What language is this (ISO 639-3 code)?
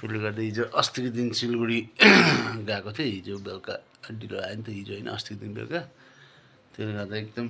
nep